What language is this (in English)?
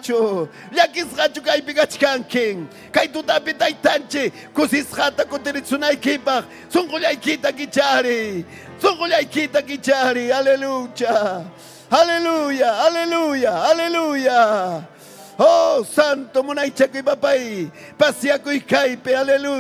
Ayacucho Quechua